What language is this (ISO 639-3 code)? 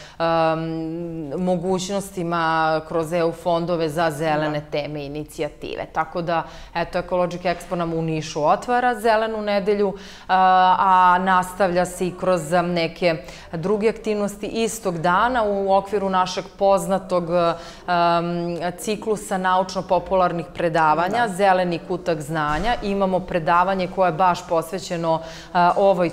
srp